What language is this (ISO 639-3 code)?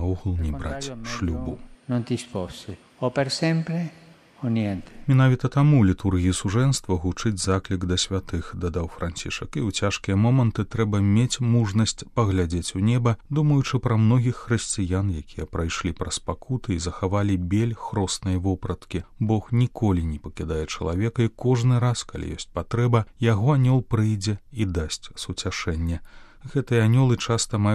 bel